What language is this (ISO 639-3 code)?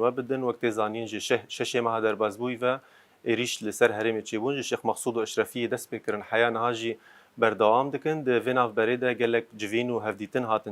kur